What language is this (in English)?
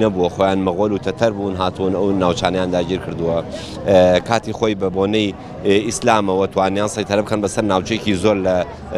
Central Kurdish